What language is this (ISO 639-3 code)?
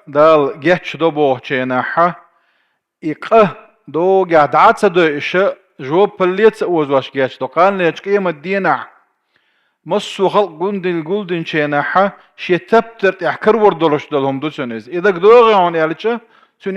che